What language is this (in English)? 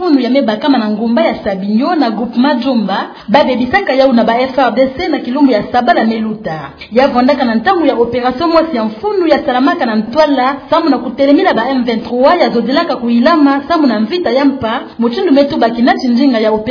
Kituba (Democratic Republic of Congo)